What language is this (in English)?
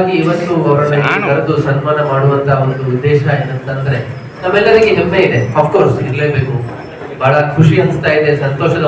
Kannada